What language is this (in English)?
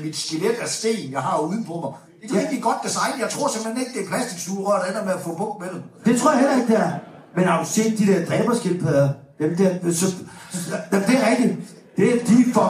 Danish